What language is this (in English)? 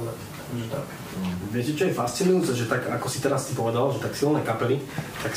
Slovak